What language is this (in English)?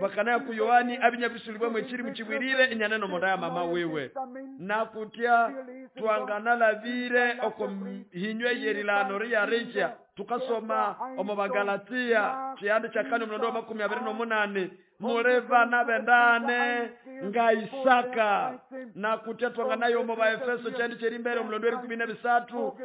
Nande